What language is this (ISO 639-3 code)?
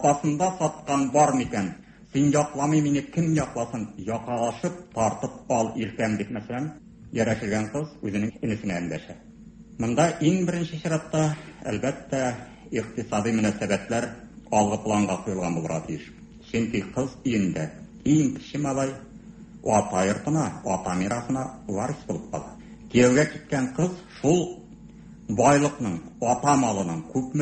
tat